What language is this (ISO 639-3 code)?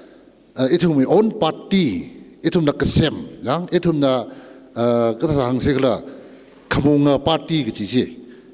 nmf